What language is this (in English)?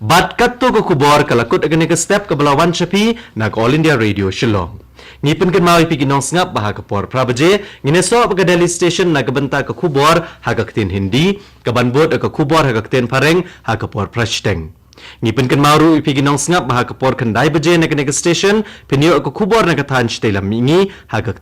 Khasi